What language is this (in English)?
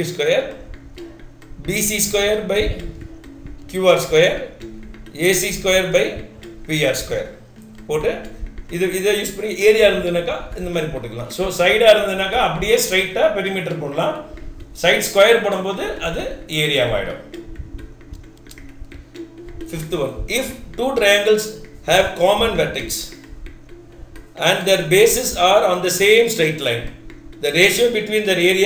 Tamil